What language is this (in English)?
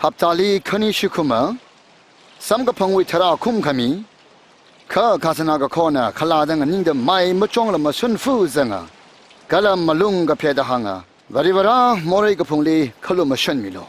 Tangkhul Naga (India)